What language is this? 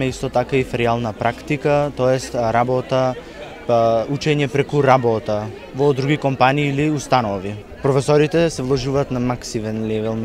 Macedonian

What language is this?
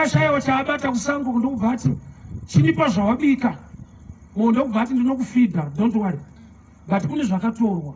Shona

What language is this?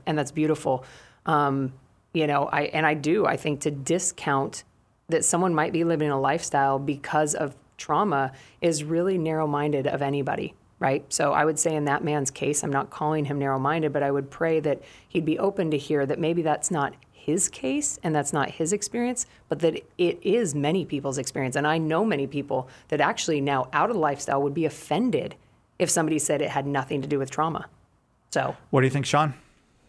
English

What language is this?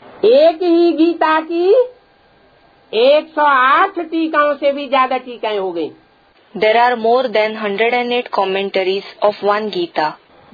Hindi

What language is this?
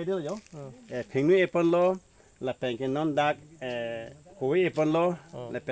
Karbi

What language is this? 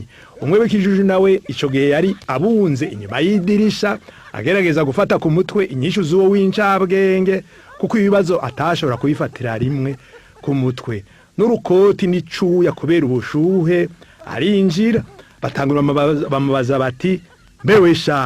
Rundi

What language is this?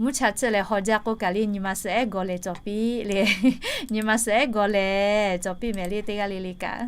Lahu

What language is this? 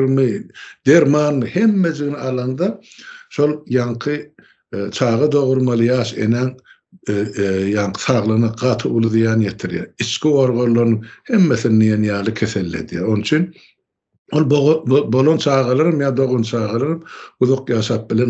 Turkmen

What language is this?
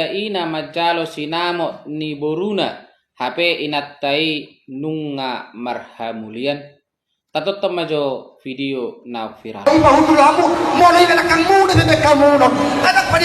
Batak Toba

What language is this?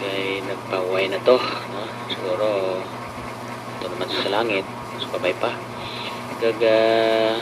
Hiligaynon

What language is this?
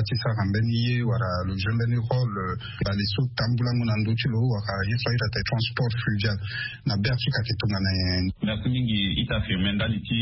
Sango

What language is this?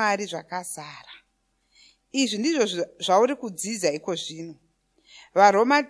Shona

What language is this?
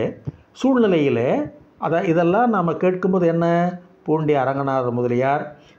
Tamil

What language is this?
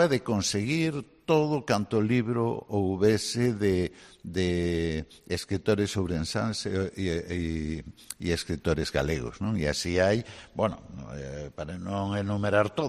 Galician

